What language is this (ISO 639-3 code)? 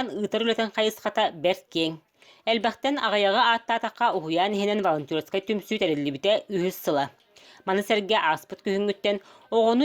sah